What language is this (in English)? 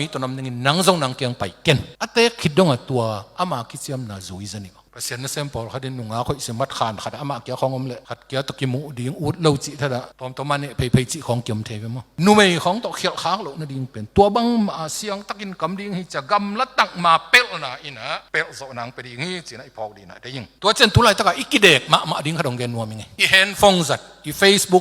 Tedim Chin